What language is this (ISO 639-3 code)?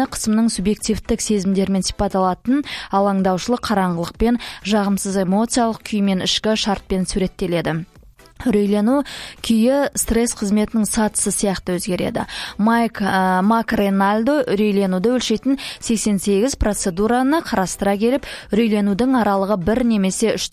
kaz